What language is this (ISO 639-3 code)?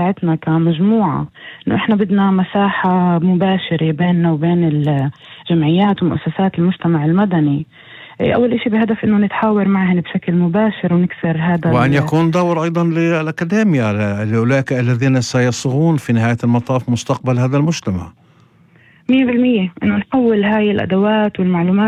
apc